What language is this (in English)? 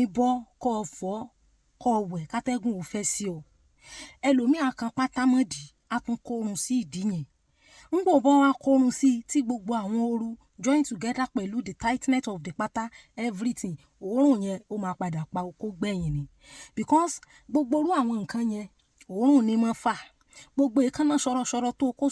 Yoruba